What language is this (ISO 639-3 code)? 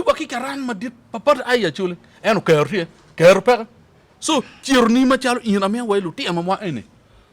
ach